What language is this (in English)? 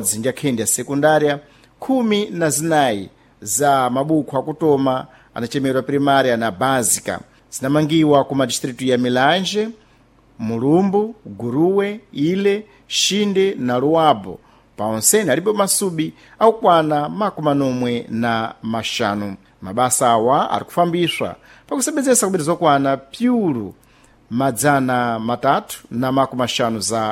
Sena